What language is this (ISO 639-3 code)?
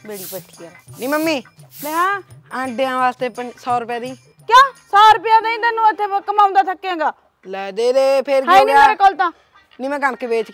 pan